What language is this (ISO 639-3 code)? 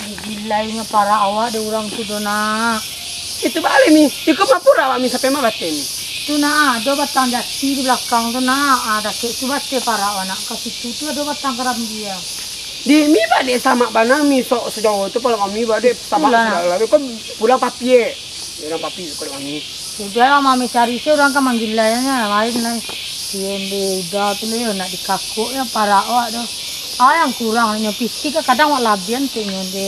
min